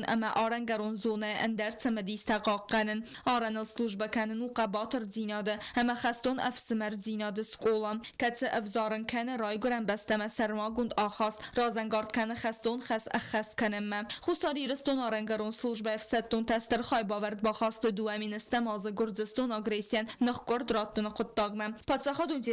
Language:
Ossetic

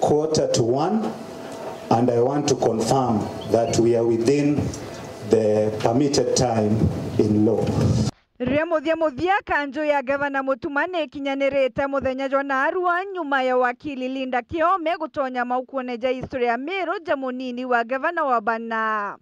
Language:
Meru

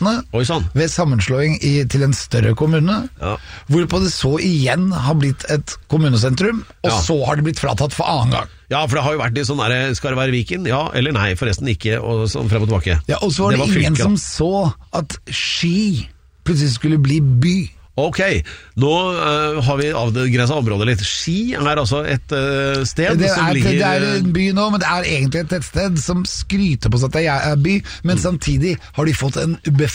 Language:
Norwegian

